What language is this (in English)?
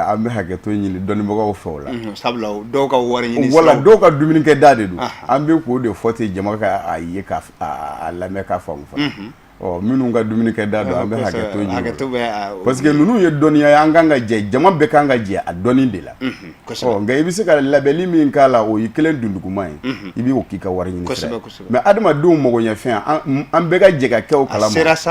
Bambara